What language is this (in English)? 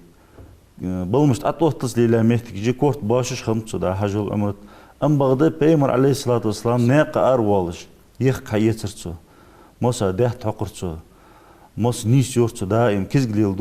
Ingush